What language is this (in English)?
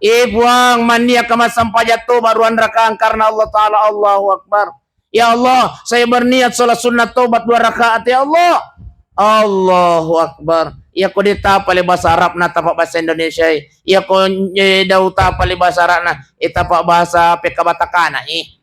Buginese